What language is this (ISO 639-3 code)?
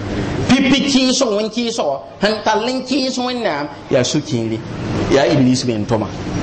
mos